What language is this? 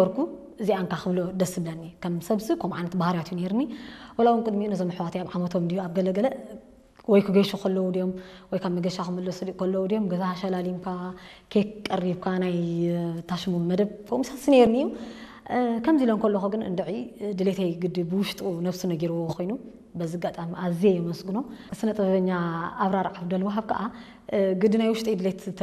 Tigrinya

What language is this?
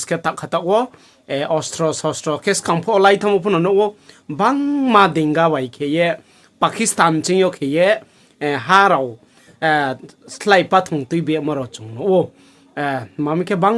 Riang (India)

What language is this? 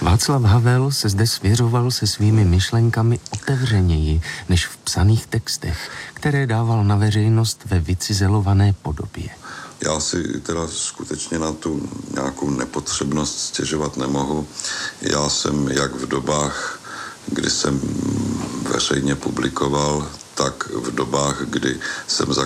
Czech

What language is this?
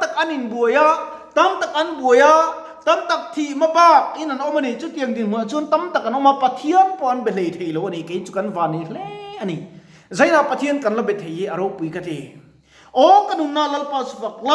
Mizo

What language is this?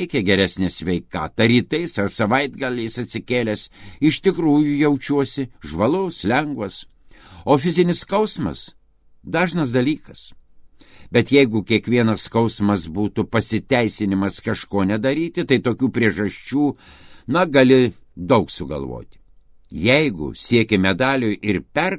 Lithuanian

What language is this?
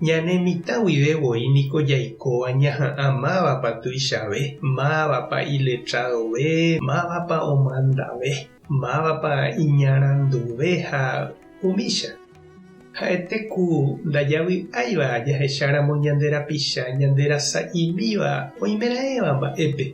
Guarani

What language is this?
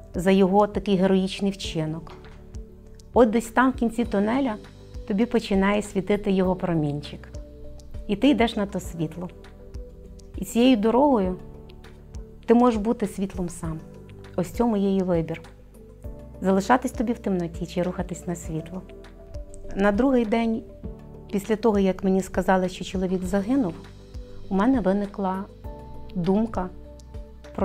Ukrainian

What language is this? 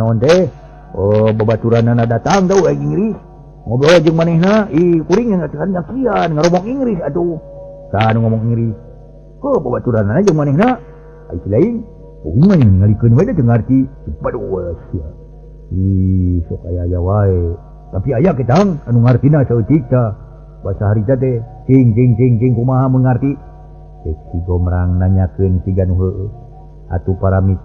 Sundanese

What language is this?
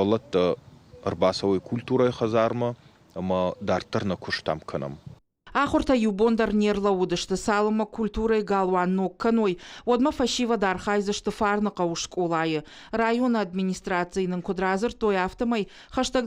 Ossetic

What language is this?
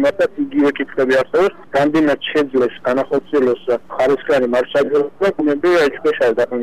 Georgian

